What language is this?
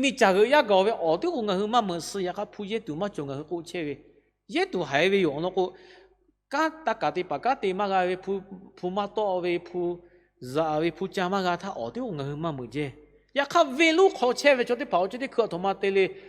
Lahu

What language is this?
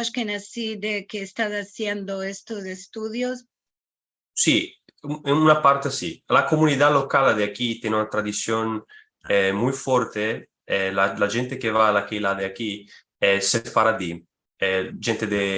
Ladino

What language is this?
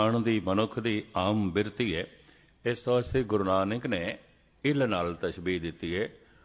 Punjabi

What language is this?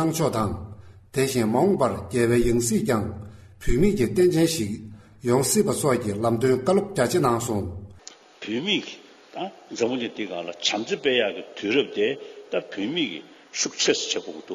Tibetan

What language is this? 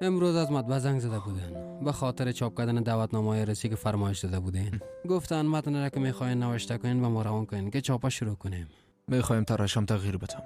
Persian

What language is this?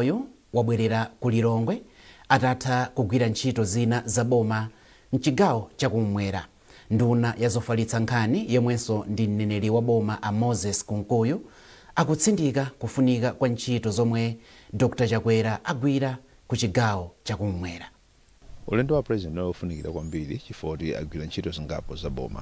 Nyanja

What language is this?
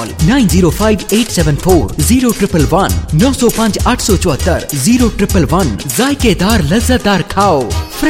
Punjabi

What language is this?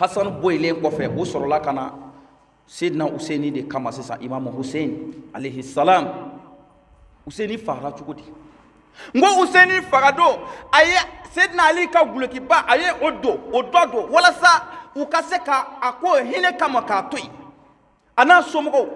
Bambara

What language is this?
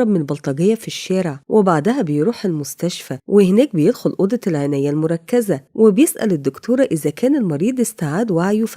Egyptian Arabic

